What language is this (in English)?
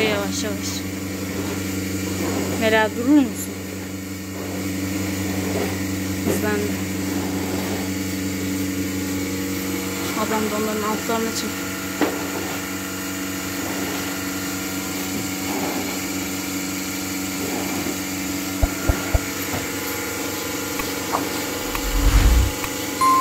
Turkish